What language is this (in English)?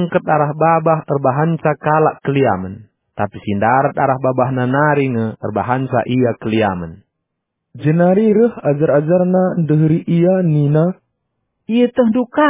Batak Karo